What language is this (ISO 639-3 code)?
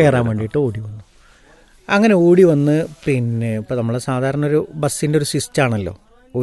mal